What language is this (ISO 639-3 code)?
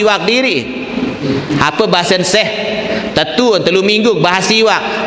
sas